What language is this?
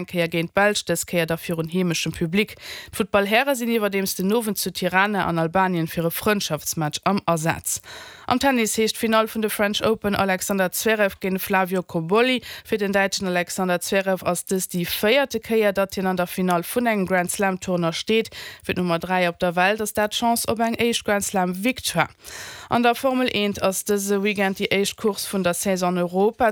Luxembourgish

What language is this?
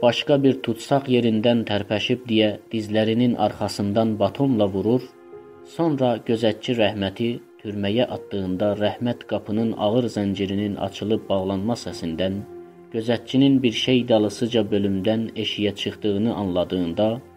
South Azerbaijani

